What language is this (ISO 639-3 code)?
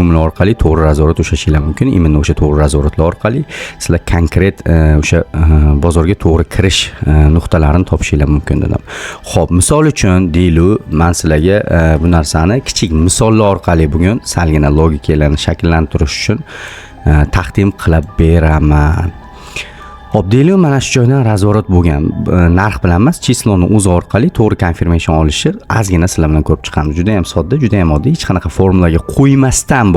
uzb